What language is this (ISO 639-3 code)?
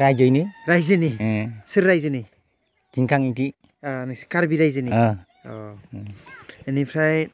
brx